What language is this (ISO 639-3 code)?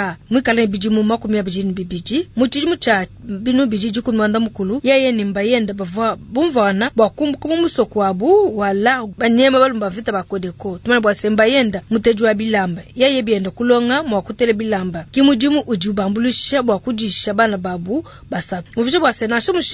lua